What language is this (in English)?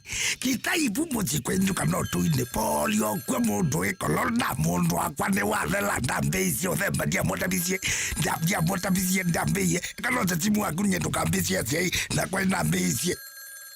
Kamba